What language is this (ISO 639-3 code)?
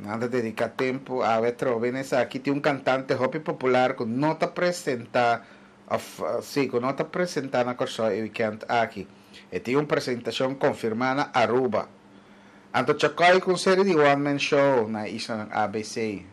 pap